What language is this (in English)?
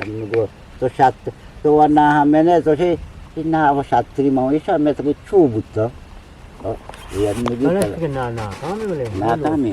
Eastern Balochi